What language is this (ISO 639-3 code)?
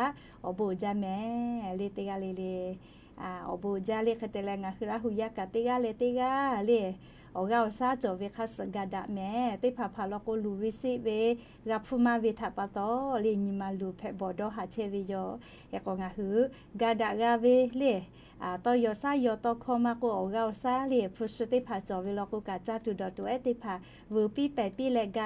lhu